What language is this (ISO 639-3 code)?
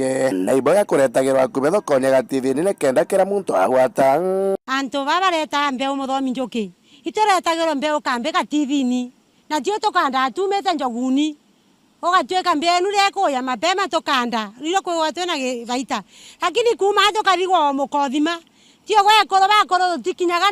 mer